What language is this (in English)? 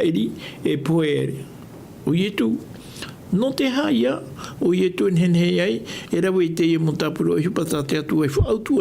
Tahitian